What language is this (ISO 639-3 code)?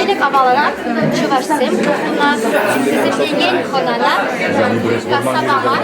chv